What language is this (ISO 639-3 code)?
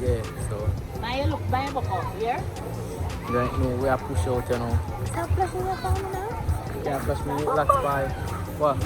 jam